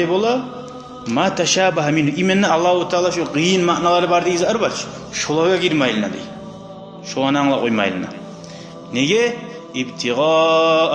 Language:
Kumyk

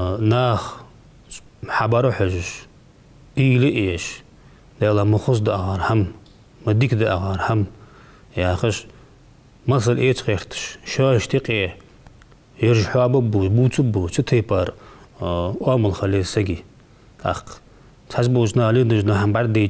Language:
Ingush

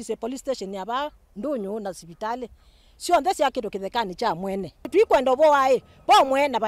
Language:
Kamba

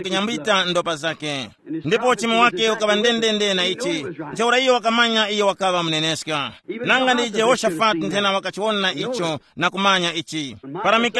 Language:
Tumbuka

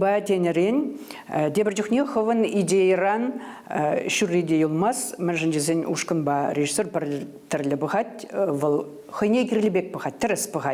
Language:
Chuvash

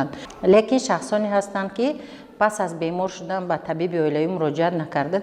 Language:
Tajik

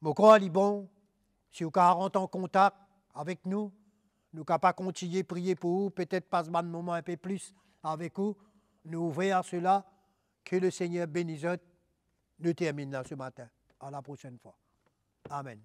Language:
Morisyen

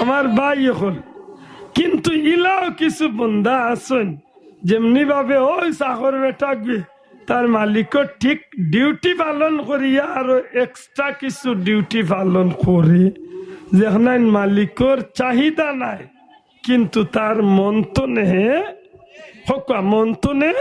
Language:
Sylheti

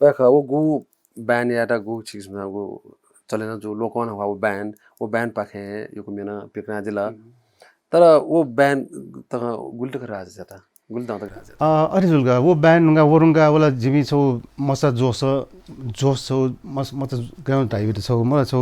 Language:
Newari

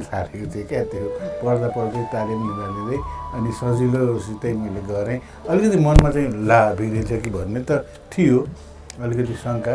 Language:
Nepali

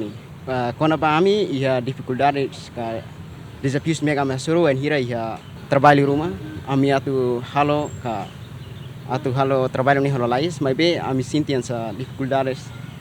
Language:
Tetum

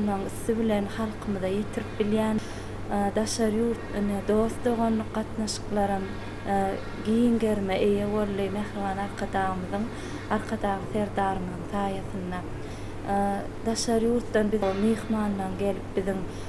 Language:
Turkmen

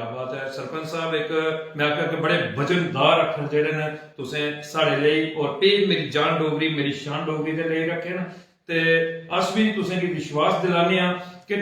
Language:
Dogri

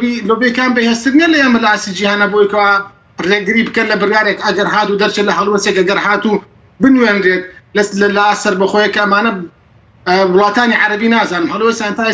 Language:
Central Kurdish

